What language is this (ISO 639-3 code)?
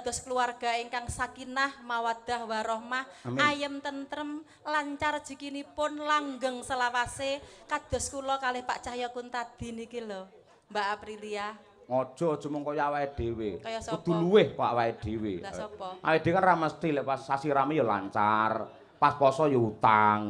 jav